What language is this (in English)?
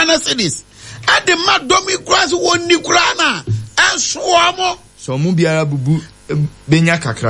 Akan